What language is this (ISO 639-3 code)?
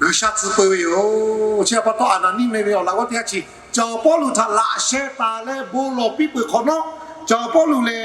lhu